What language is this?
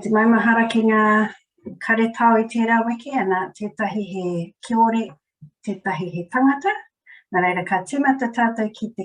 Māori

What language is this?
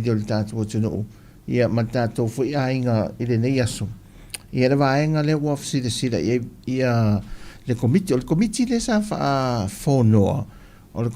Samoan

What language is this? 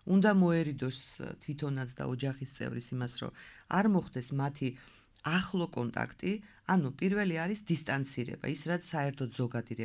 Georgian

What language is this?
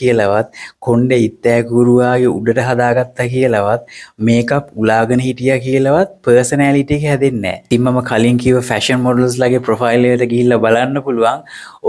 Sinhala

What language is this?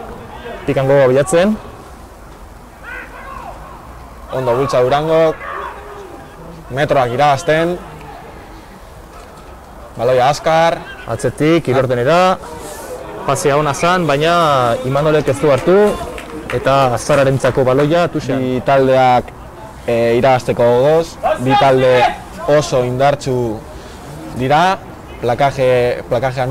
Basque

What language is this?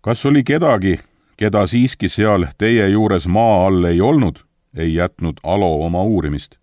Estonian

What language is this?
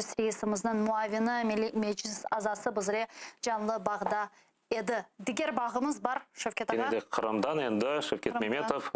Crimean Tatar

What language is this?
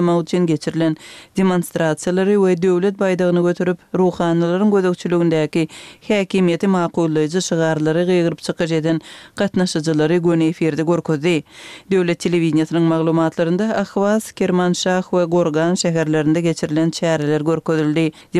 Turkmen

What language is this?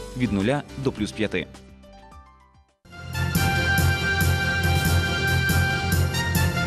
Ukrainian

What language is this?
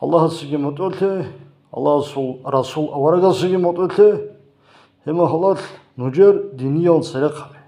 Avaric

